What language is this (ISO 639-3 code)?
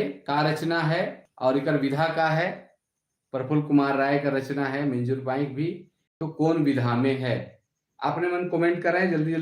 sck